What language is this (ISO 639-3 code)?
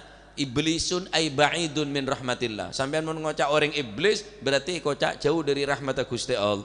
mad